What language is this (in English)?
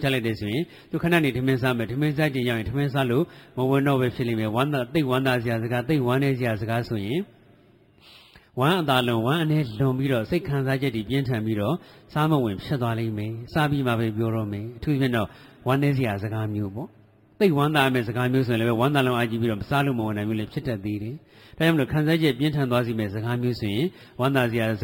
Burmese